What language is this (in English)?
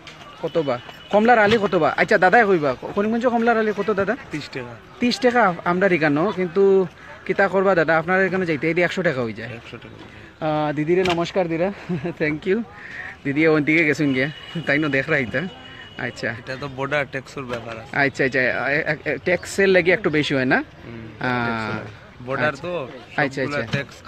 Sylheti